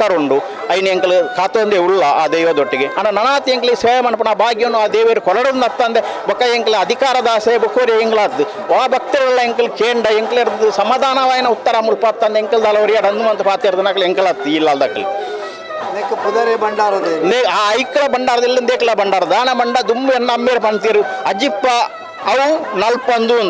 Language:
Kannada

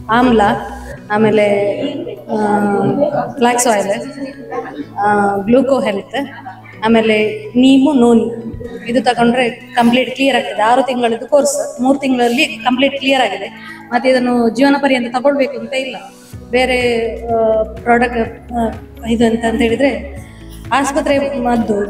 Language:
Kannada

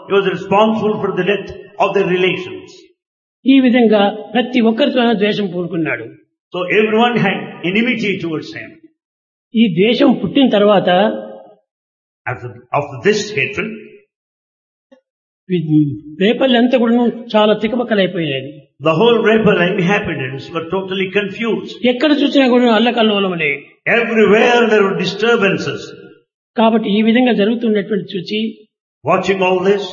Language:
Telugu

